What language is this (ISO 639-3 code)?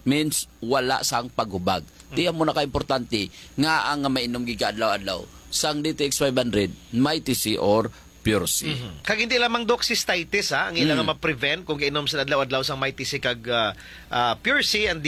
hil